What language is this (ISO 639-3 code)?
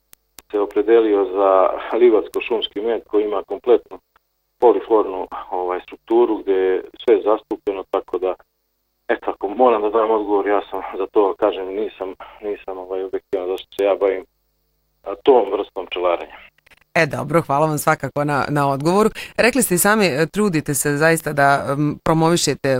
bos